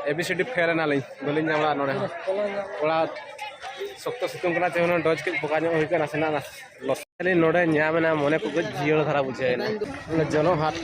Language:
Santali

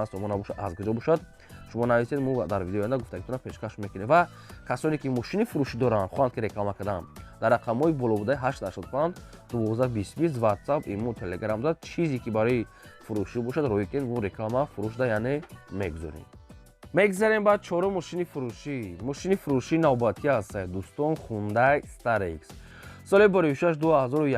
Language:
Tajik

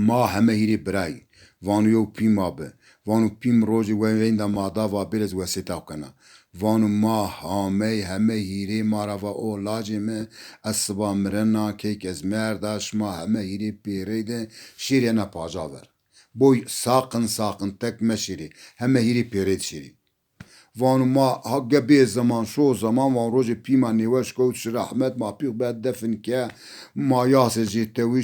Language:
Zaza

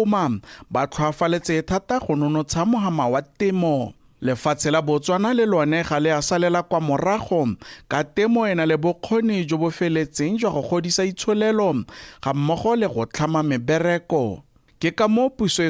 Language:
Tswana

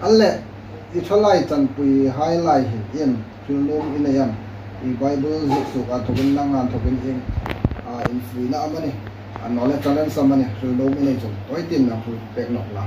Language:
Hmar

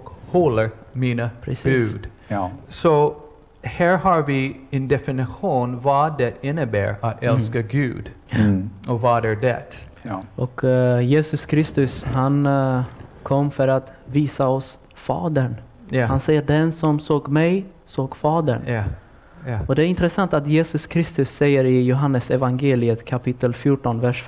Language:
Swedish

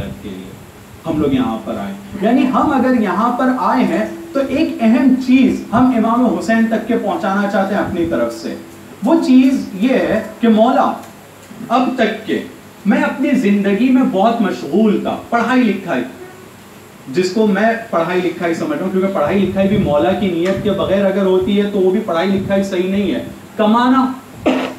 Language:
Urdu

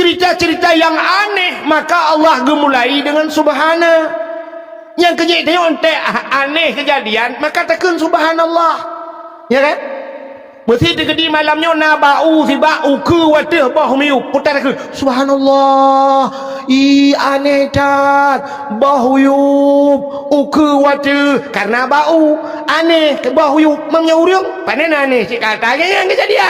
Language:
Achinese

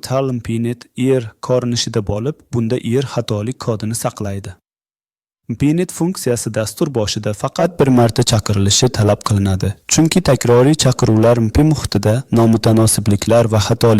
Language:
Uzbek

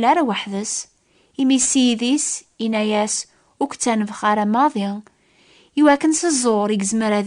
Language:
Kabyle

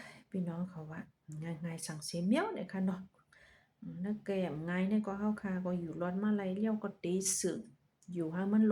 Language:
Shan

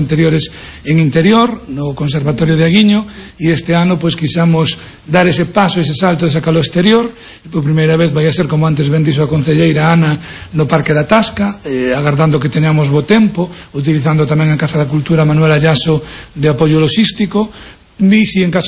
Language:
Galician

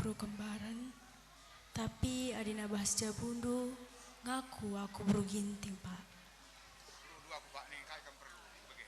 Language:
Batak Karo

